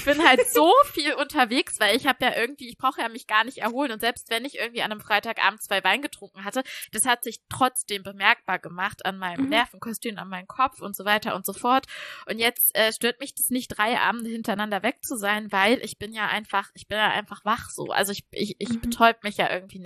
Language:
German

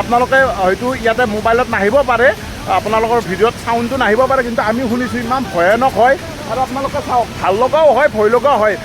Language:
Assamese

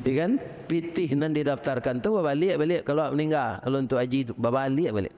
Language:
Minangkabau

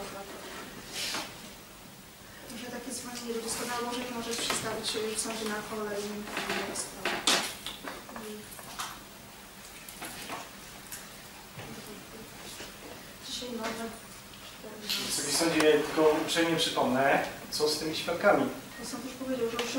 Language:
Polish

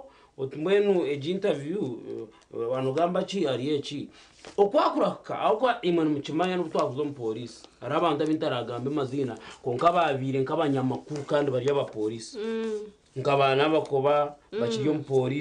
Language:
Nyankole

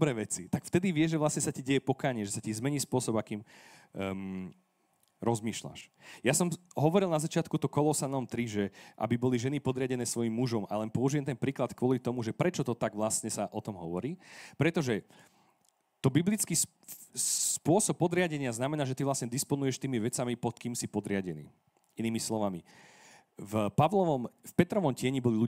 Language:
Slovak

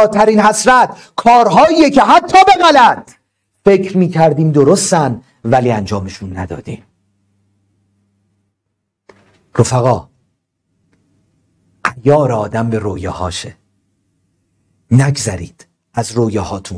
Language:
Persian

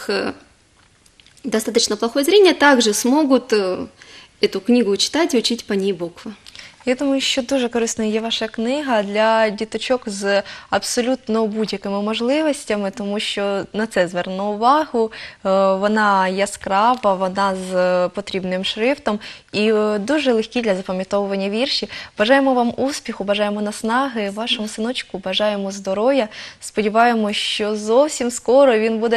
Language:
Ukrainian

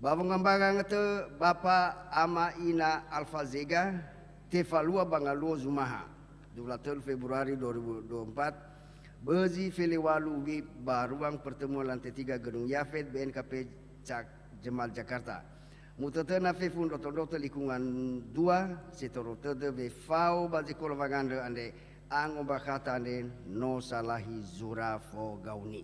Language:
Nias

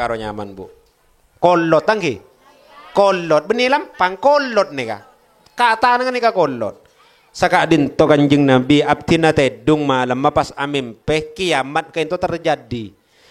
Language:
Madurese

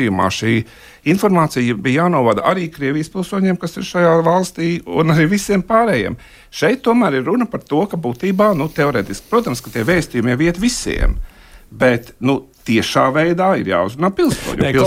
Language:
Latvian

